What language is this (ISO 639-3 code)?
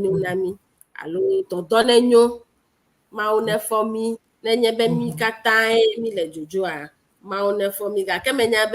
ewe